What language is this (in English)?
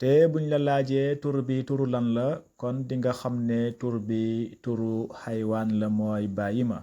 Wolof